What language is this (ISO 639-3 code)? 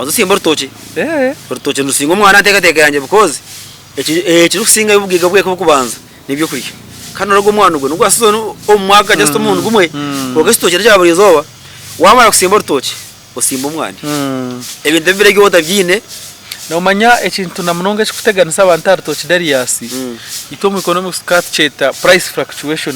nyn